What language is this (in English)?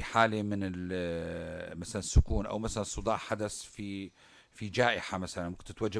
North Levantine Arabic